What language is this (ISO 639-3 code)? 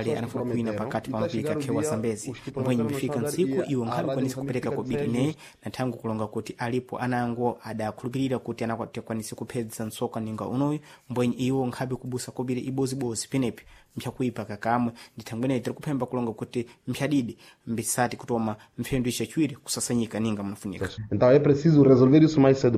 seh